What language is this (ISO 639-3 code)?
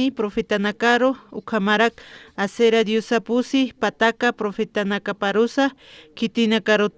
aym